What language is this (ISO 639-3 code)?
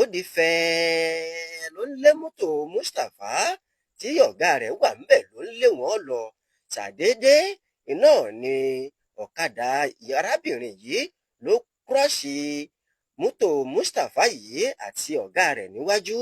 yor